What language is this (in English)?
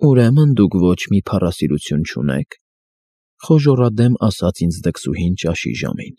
Armenian